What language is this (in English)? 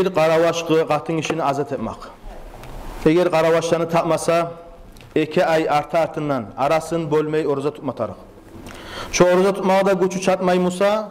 Kumyk